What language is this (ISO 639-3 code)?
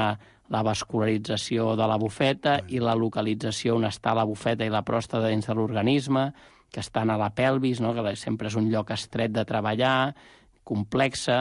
cat